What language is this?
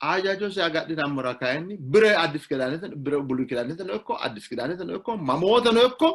Sidamo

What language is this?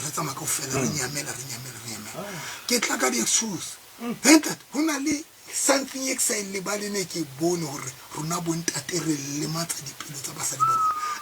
Tswana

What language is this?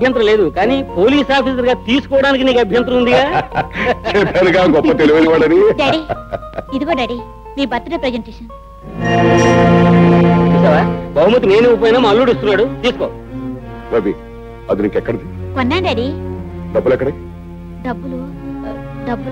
Telugu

